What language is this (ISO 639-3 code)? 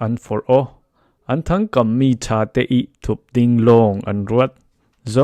cfm